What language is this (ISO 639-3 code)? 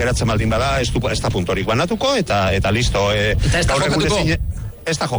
eus